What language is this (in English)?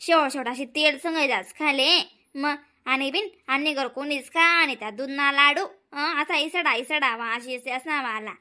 Khandesi